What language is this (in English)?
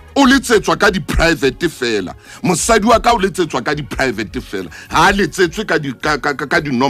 Southern Sotho